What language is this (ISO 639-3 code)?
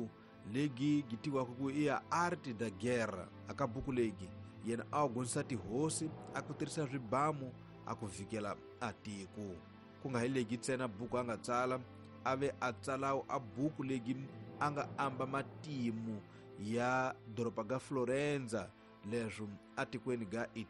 tso